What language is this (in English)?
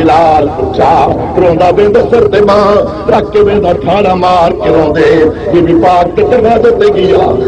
Saraiki